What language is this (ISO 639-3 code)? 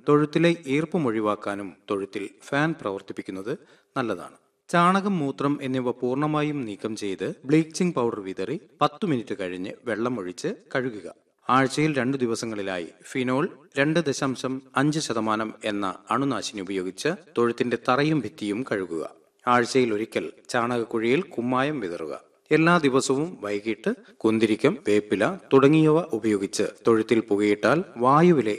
mal